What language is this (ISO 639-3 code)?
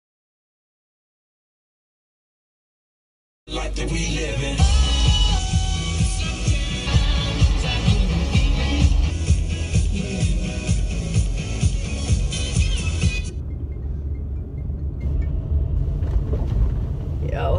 isl